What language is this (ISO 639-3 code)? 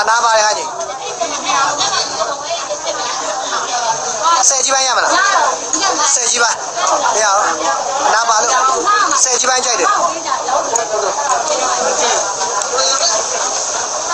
mya